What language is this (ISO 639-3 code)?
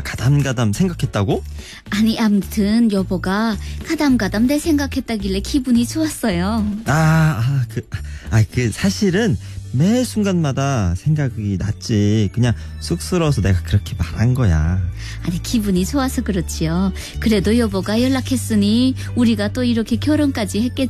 kor